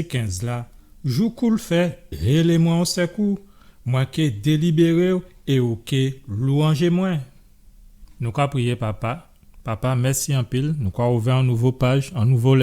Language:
Guadeloupean Creole French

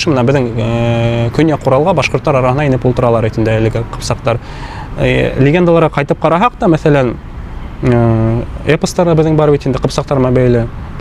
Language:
Bashkir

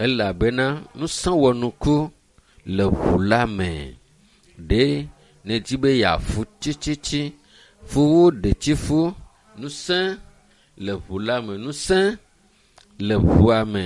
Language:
Ewe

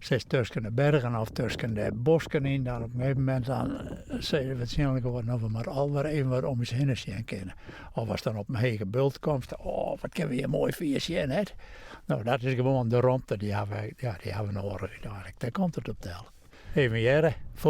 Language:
Western Frisian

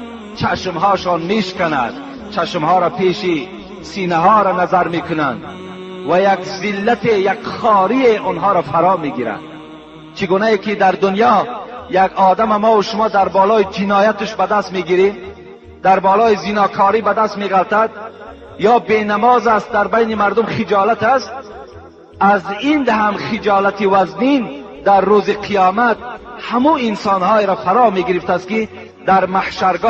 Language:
Tajik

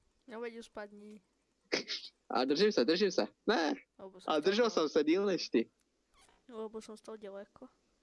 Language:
Czech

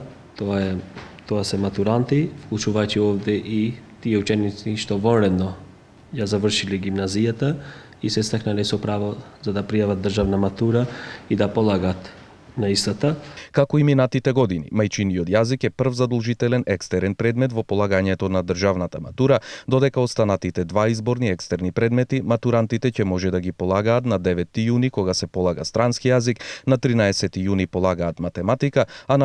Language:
Macedonian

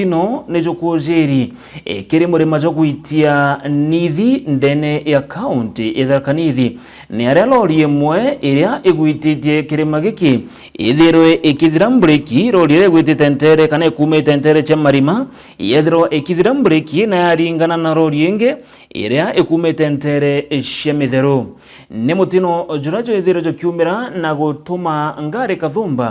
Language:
Meru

